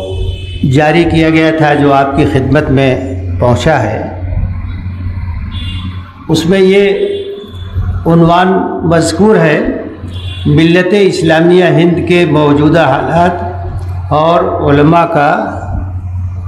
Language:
Urdu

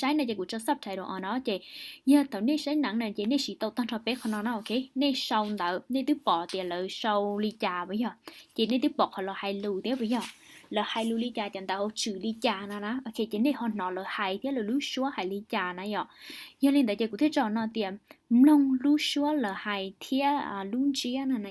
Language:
Hmong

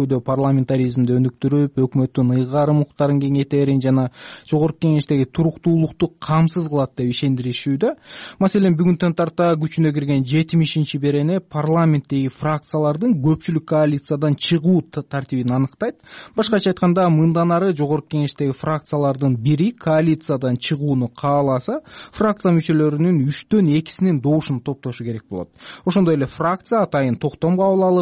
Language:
Kyrgyz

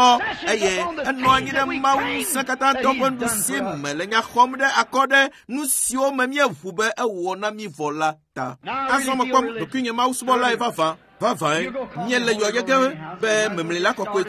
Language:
Ewe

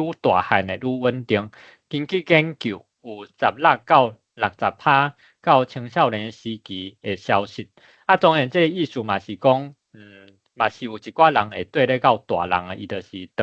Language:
Min Nan Chinese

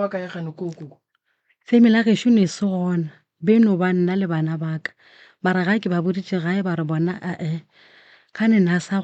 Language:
Northern Sotho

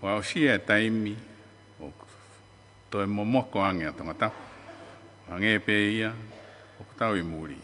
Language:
Tongan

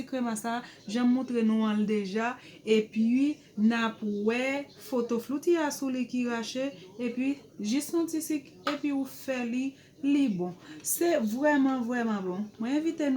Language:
Haitian Creole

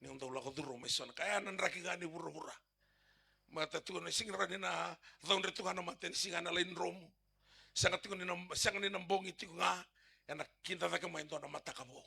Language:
Fijian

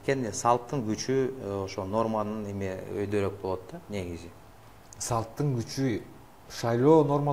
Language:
Kyrgyz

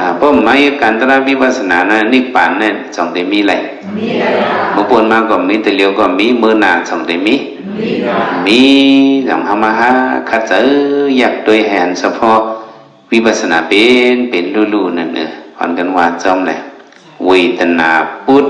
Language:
Shan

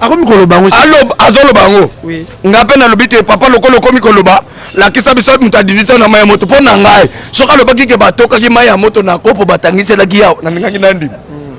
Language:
Lingala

